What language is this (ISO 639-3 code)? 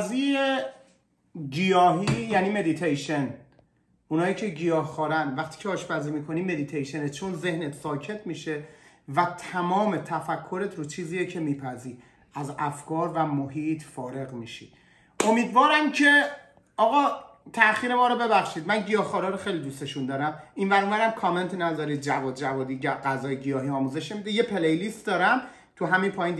fas